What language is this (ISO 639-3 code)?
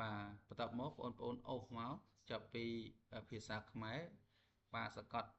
khm